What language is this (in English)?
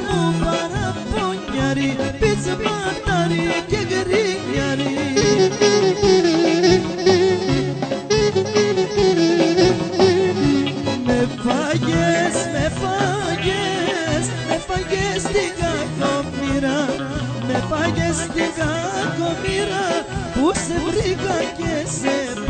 Greek